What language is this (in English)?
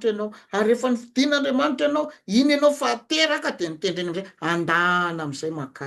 Malagasy